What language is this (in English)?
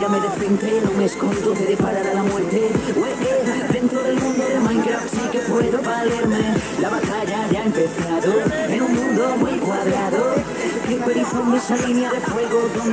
Spanish